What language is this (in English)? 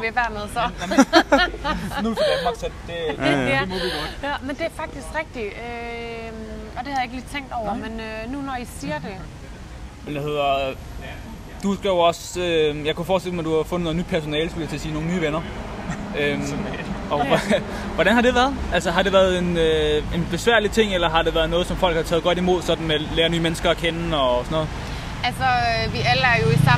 Danish